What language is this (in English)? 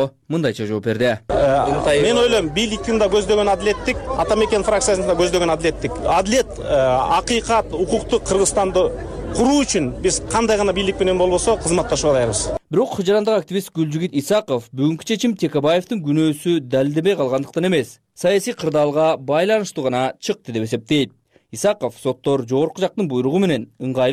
Kyrgyz